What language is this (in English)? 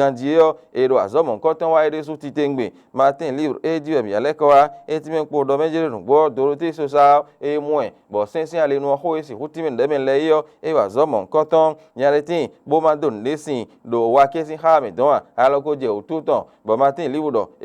Fon